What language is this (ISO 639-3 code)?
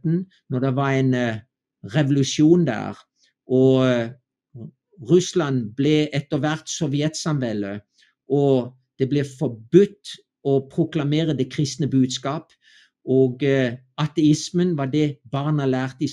nor